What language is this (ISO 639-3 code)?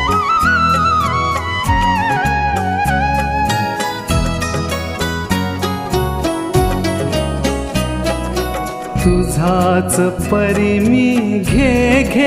mar